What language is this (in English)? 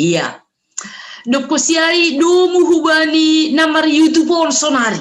Batak Simalungun